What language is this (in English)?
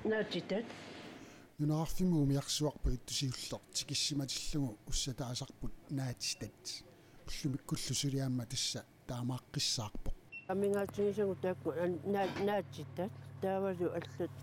Kalaallisut